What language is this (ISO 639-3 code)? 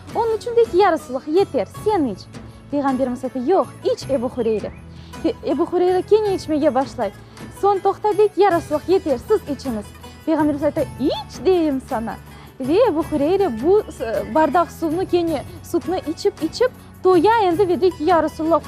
crh